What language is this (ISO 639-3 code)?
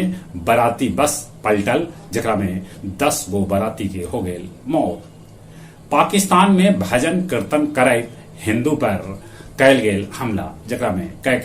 mag